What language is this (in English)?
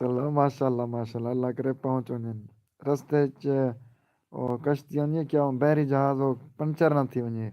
Saraiki